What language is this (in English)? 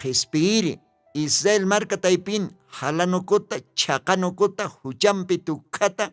Aymara